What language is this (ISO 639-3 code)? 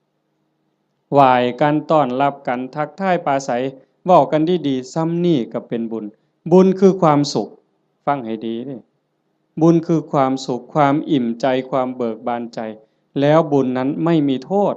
tts